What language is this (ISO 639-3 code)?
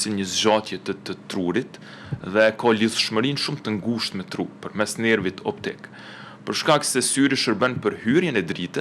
sqi